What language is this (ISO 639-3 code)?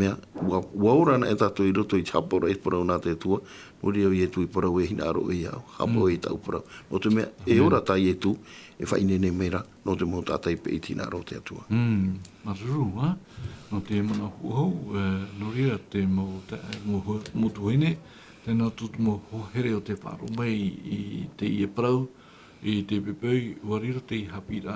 tah